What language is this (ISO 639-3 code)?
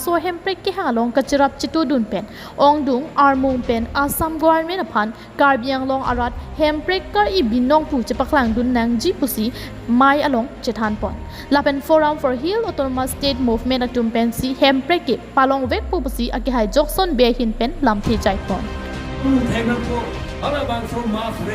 mjw